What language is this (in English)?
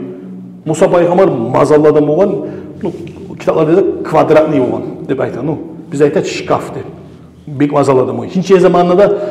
Kumyk